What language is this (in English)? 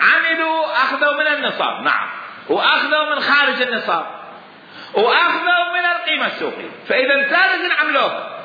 Mesopotamian Arabic